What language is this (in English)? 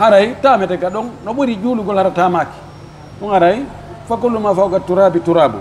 Pular